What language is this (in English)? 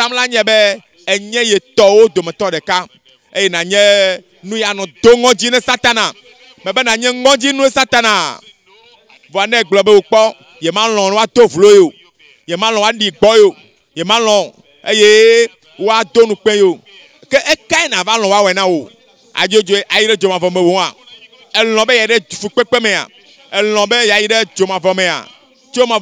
Ewe